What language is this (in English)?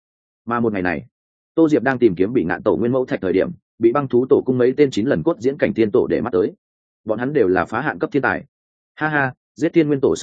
Vietnamese